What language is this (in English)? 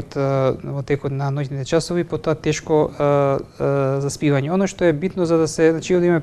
Macedonian